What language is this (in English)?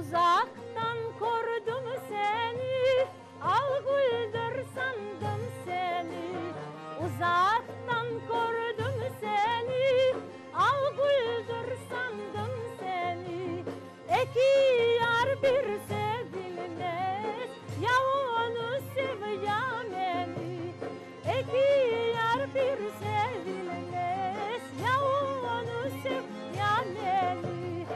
Crimean Tatar